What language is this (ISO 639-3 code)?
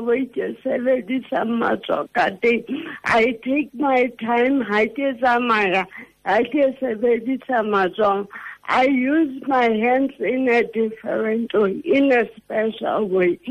tsn